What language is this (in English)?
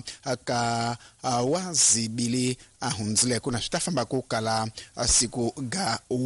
Tsonga